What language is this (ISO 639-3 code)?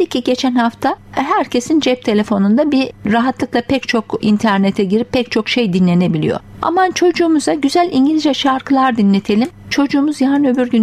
tur